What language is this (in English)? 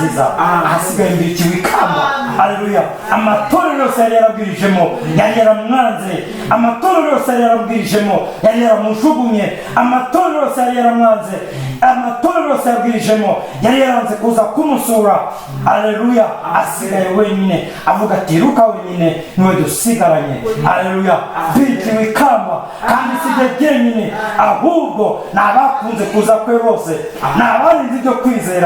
Kinyarwanda